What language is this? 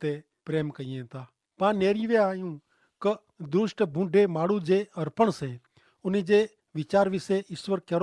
Kachhi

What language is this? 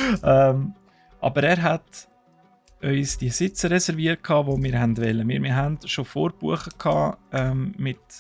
Swiss German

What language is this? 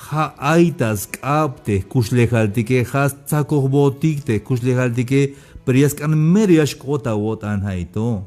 Tzeltal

